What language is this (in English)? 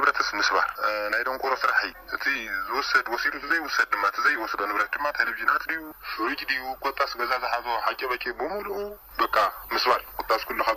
Tigrinya